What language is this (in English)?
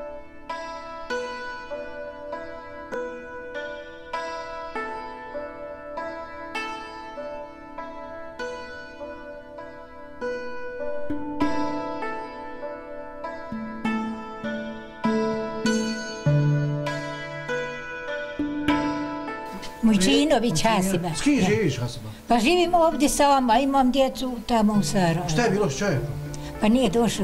Bosnian